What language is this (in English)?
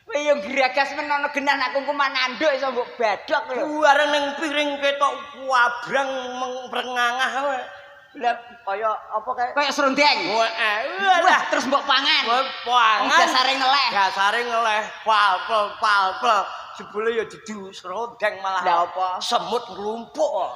Javanese